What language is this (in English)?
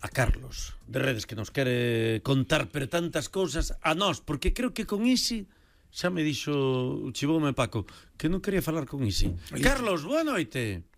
Galician